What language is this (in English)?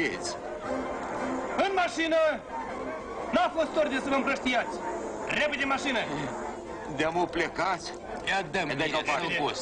Romanian